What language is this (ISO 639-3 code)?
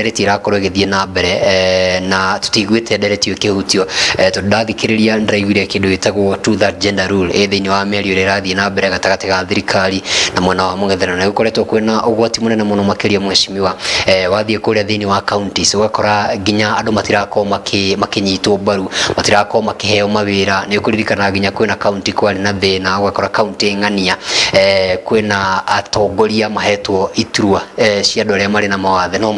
kik